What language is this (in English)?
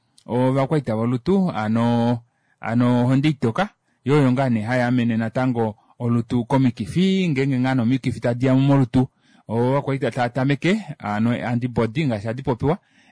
Kuanyama